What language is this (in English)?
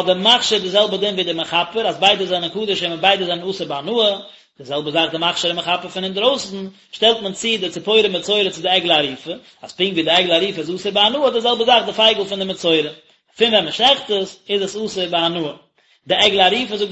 Yiddish